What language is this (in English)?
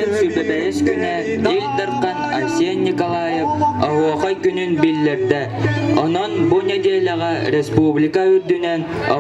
Yakut